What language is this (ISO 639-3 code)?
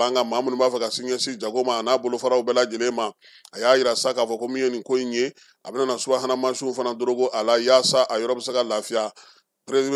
bam